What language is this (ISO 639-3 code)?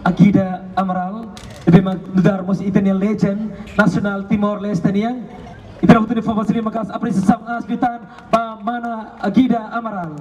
tet